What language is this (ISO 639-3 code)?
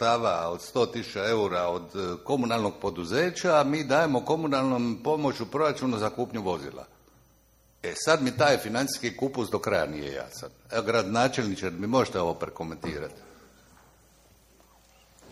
hrv